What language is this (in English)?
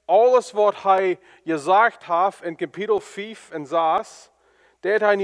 Plautdietsch